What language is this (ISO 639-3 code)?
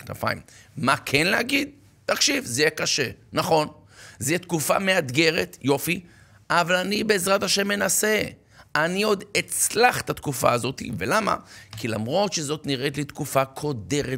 heb